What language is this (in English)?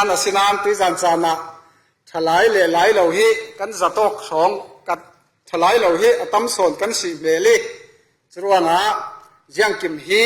Falam Chin